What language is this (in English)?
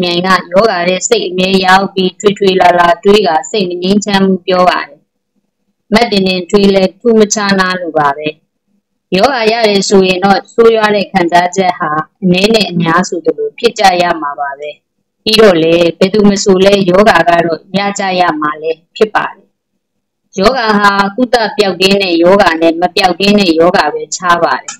Burmese